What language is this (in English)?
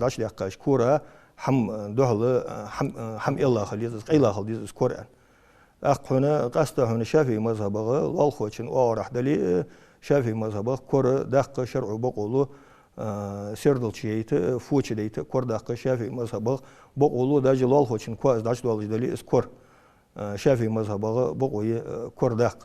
Ingush